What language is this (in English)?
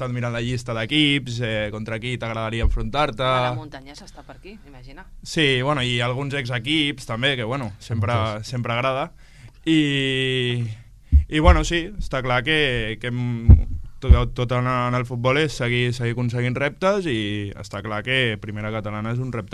Catalan